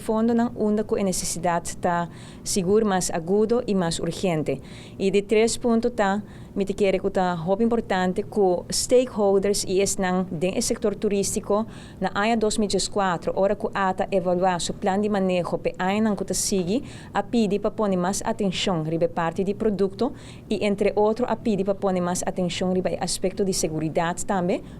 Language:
Papiamento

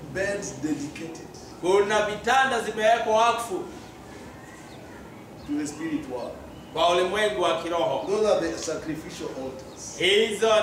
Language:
Swahili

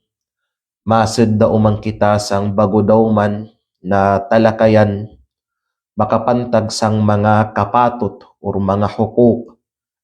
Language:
Kalagan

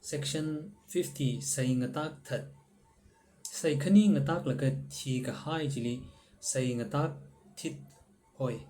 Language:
Tangkhul Naga (India)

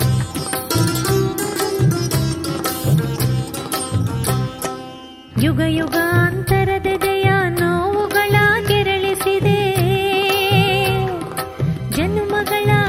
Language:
Kannada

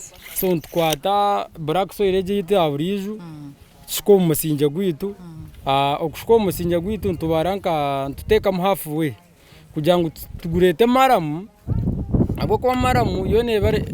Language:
Nyankole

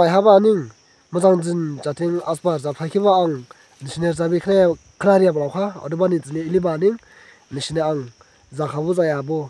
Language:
Dimasa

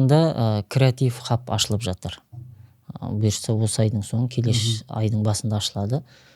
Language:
Kazakh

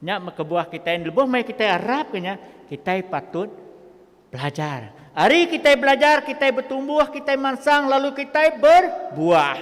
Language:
Iban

